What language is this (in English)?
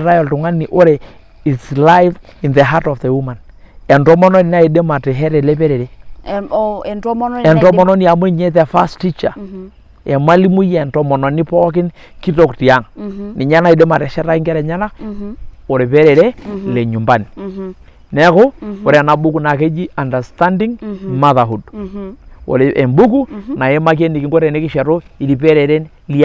Masai